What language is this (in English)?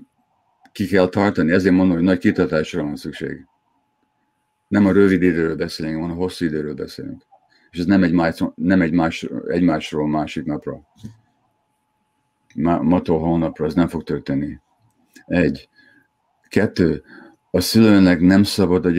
Hungarian